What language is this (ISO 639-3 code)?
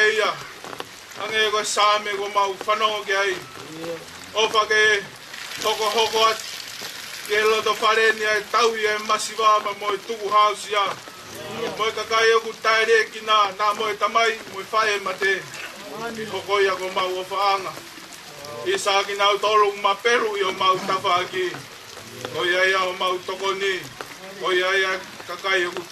ton